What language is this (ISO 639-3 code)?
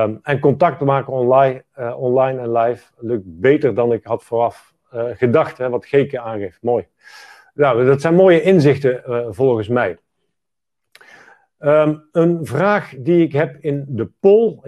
nld